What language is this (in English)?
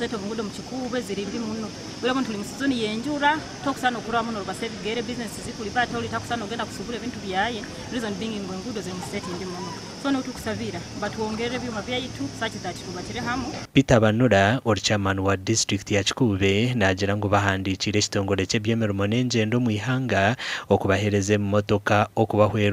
Nyankole